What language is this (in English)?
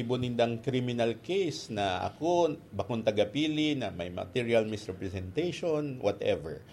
Bikol